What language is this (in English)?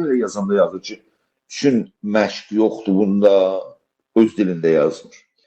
South Azerbaijani